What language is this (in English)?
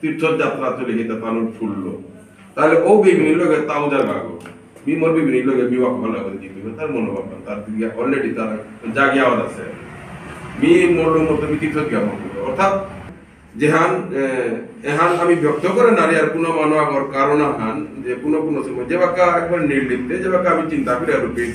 Bishnupriya